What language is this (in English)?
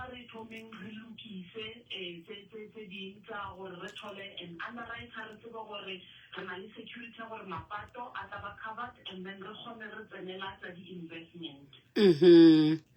Southern Sotho